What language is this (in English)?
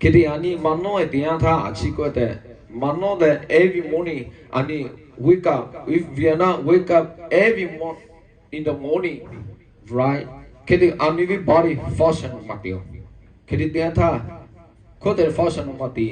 Lahu